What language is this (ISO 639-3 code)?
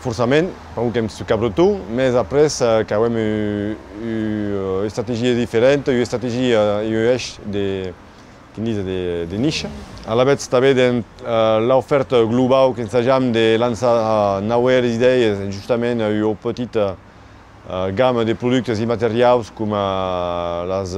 oci